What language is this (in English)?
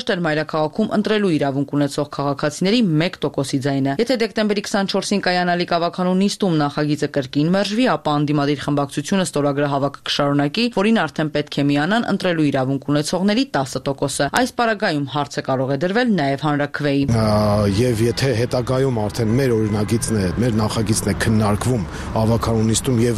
Armenian